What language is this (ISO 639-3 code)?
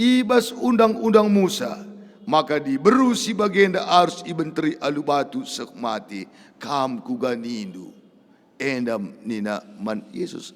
btx